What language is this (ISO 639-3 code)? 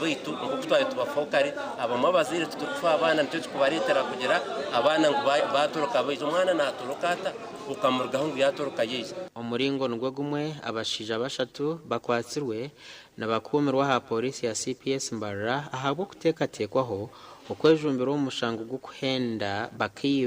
nyn